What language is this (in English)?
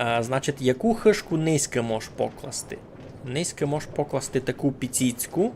Rusyn